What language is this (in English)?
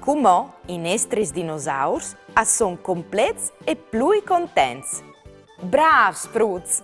Friulian